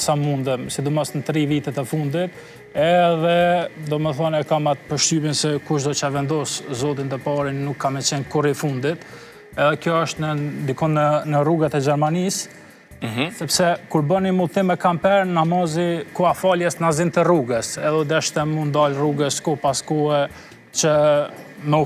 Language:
Albanian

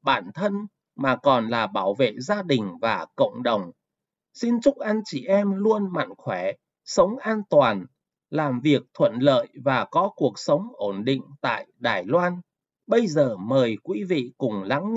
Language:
Vietnamese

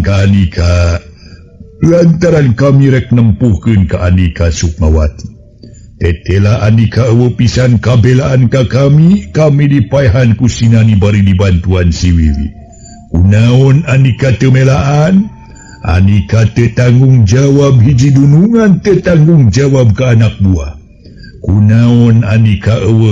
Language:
Sundanese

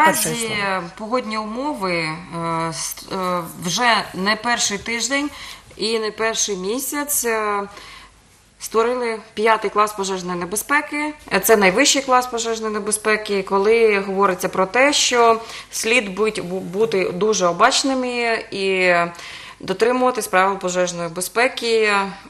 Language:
Ukrainian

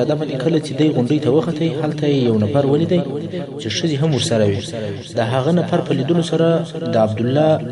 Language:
Pashto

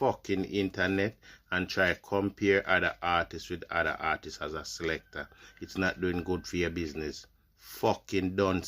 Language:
Jamaican Creole English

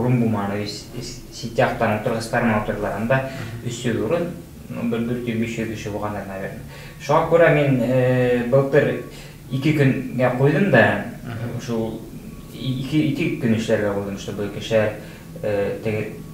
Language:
Bashkir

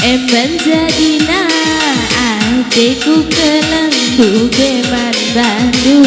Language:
Batak Karo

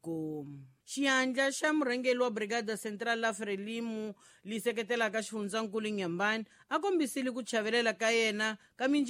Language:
Tsonga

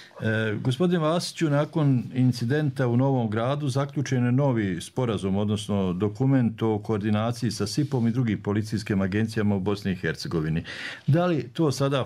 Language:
Bosnian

